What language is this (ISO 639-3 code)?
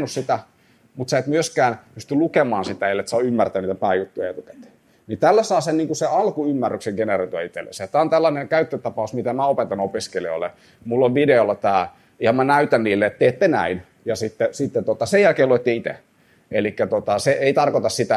fin